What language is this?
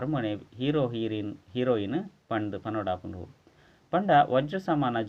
Tulu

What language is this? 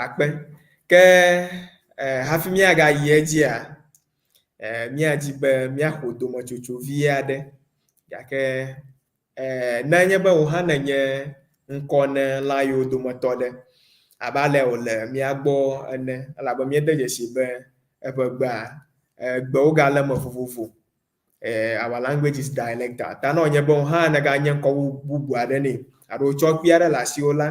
Ewe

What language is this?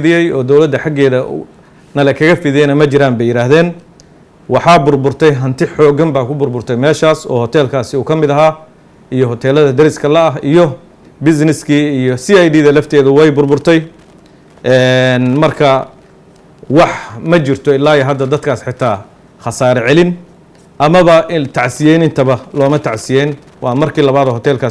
Somali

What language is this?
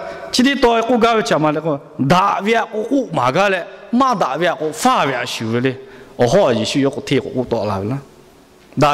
Lahu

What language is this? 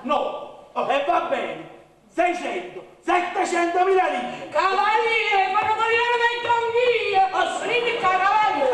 Neapolitan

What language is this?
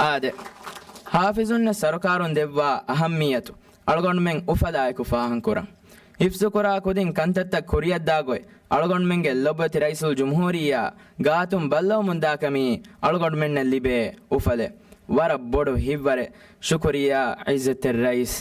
Divehi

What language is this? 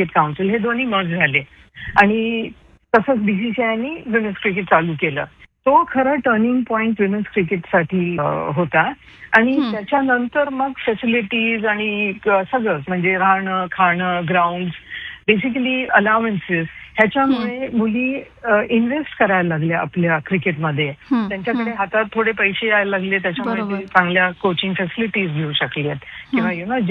Marathi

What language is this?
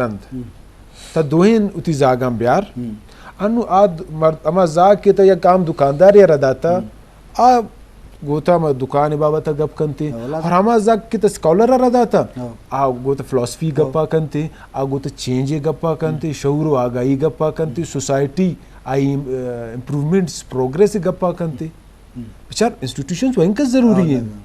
Eastern Balochi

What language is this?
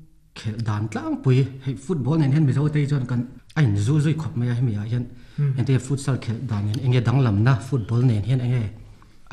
Mizo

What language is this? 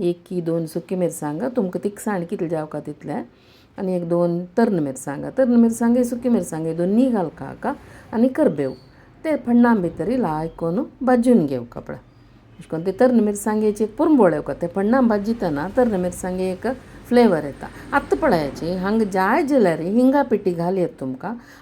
Konkani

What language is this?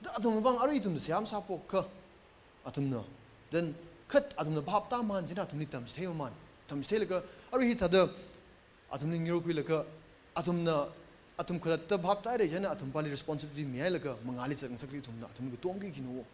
Tangkhul Naga (India)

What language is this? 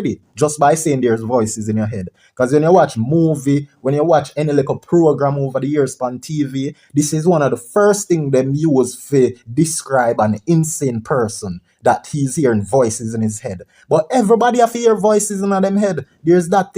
Jamaican Creole English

